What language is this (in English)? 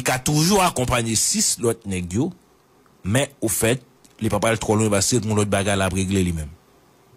Haitian Creole